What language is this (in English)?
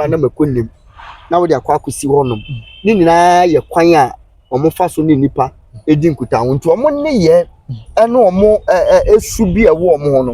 Akan